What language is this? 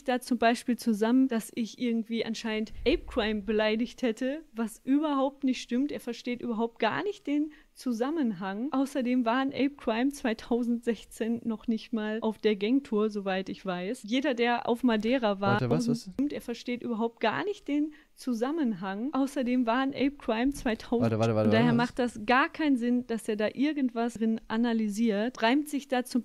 German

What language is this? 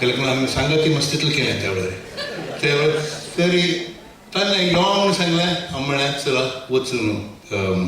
Konkani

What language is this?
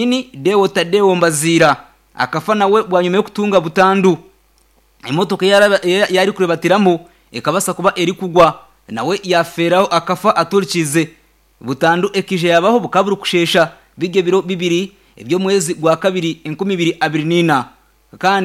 Nyankole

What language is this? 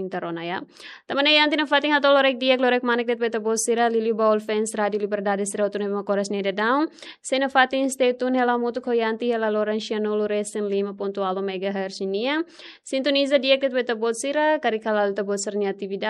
Tetum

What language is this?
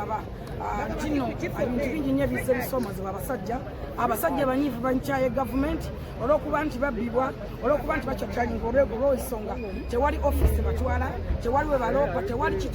Ganda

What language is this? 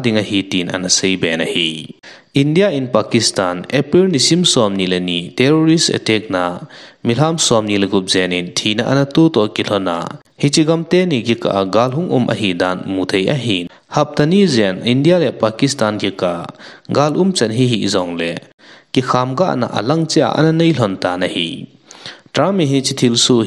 Thado Chin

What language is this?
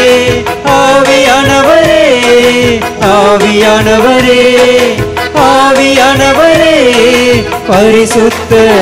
Tamil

